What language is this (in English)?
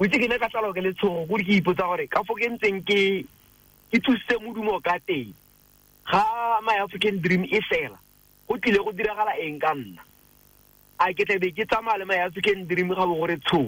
Tswana